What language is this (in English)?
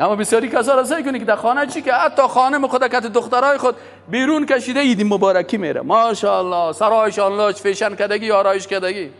Persian